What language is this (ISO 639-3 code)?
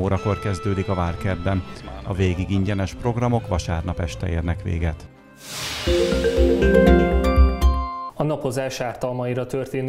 hun